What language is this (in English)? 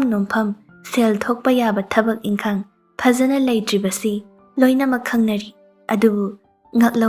Manipuri